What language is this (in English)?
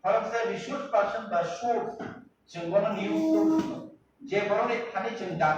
Kok Borok